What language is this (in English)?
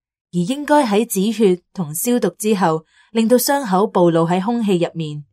Cantonese